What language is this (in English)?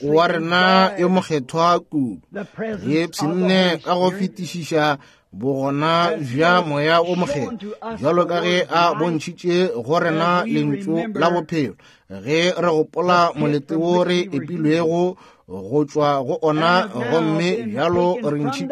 Northern Sotho